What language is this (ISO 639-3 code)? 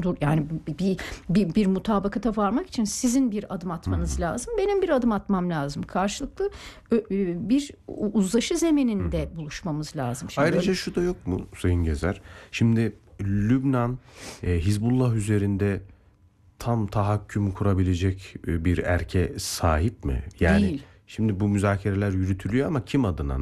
tur